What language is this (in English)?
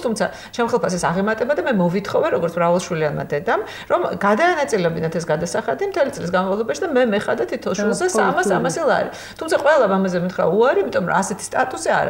Georgian